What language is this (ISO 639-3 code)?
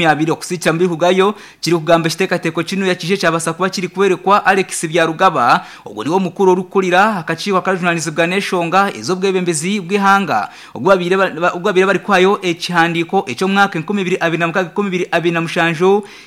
nyn